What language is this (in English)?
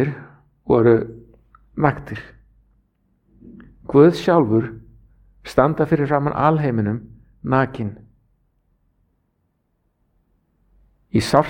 Icelandic